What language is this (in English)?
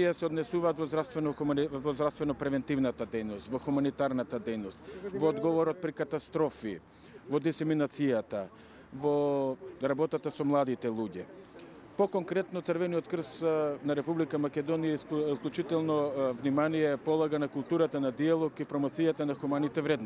Macedonian